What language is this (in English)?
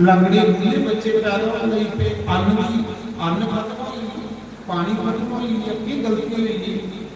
Dogri